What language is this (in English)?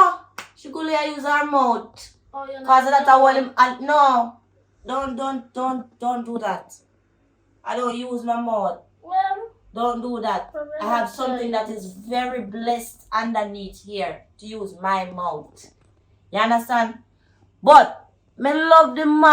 Jamaican Creole English